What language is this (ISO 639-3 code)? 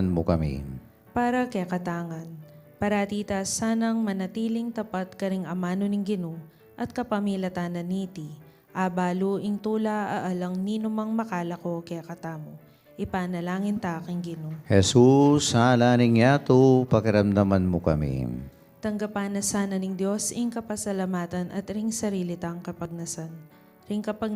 pam